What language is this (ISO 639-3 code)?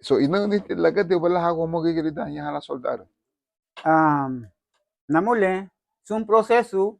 cab